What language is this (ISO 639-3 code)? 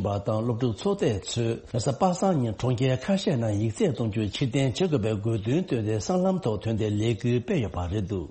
bod